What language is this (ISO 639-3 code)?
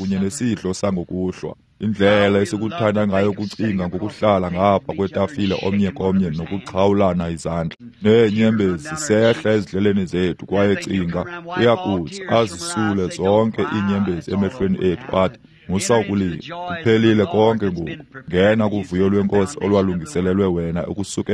xho